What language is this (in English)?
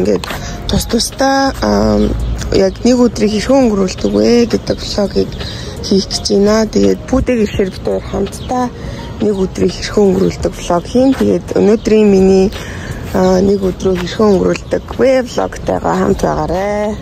Mongolian